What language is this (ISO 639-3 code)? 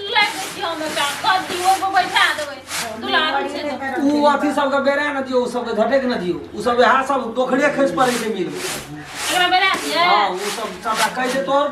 mai